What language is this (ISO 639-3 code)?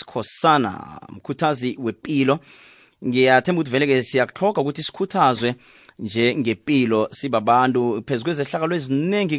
nbl